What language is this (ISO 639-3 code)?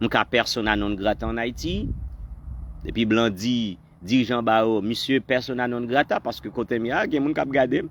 hat